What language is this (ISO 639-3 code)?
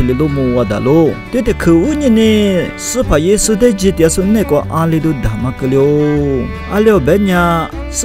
lis